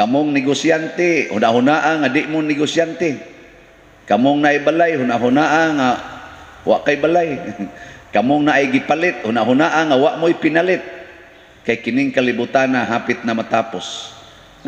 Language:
Cebuano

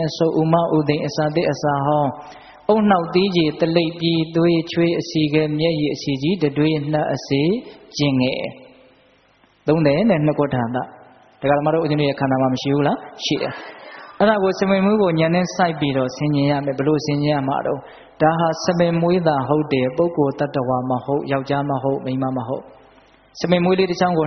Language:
Burmese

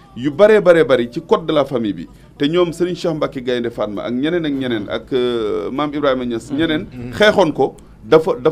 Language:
Wolof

